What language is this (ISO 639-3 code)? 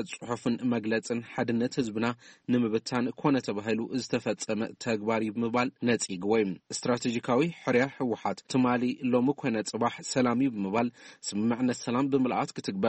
tir